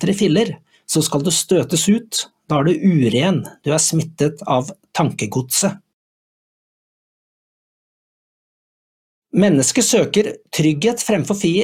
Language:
Norwegian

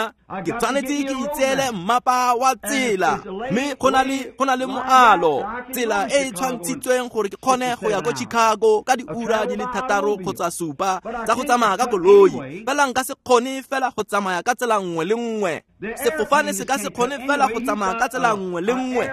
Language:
Tswana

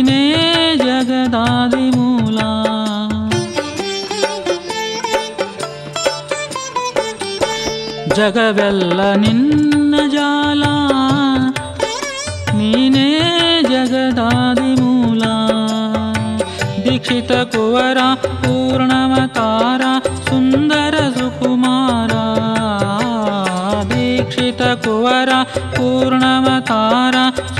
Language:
Kannada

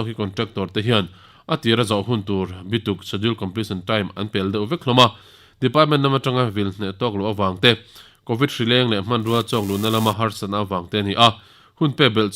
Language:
Mizo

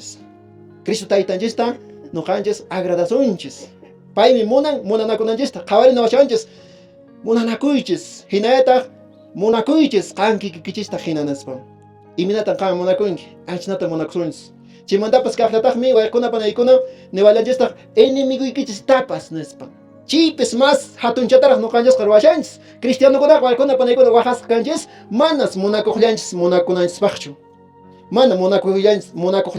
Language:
Quechua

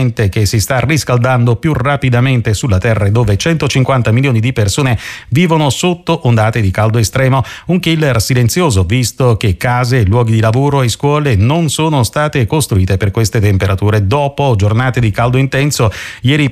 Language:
Italian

